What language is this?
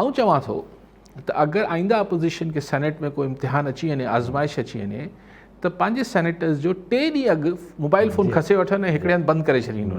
Sindhi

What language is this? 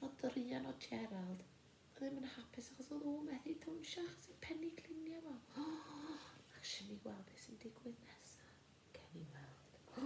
Welsh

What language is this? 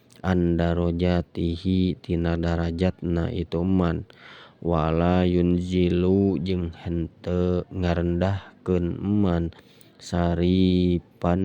Sundanese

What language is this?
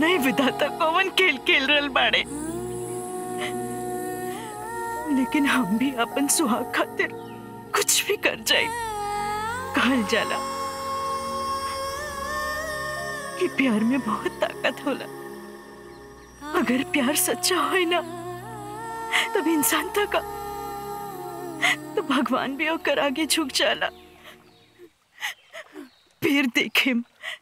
Bhojpuri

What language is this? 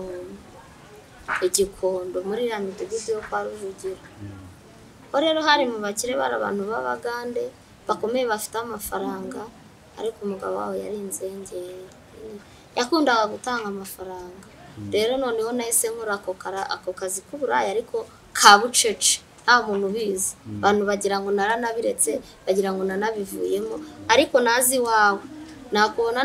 Kinyarwanda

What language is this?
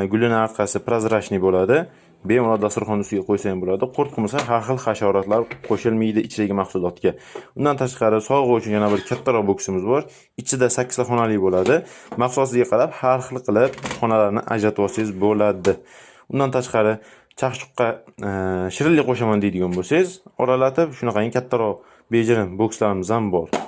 Uzbek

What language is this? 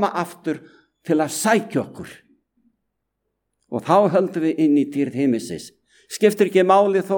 Icelandic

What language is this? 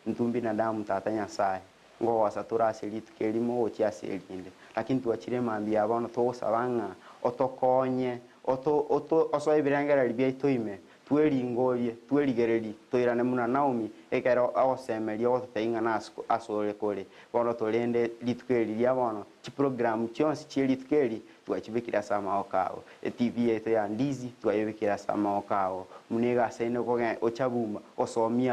Gusii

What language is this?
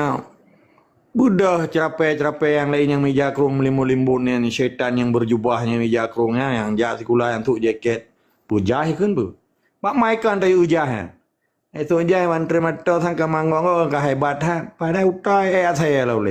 Achinese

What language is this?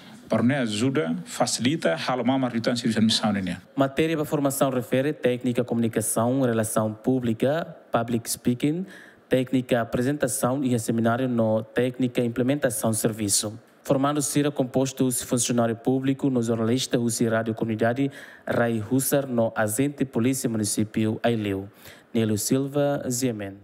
Tetum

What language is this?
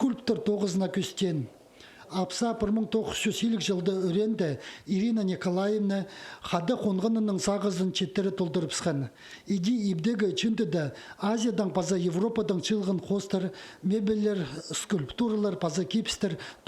Khakas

